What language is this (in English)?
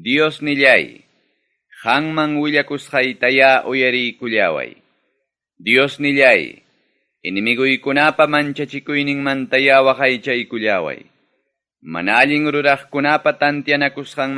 Ayacucho Quechua